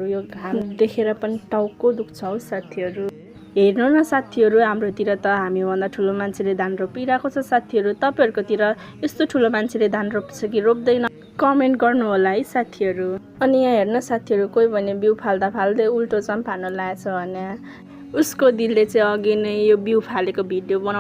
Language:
Nepali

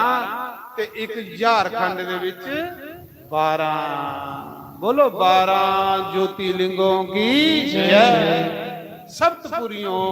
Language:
Dogri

